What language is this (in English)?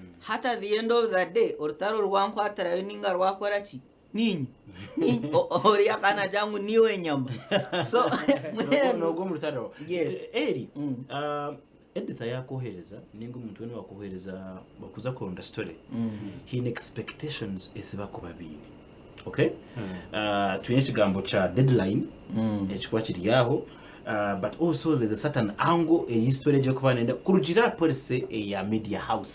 Nyankole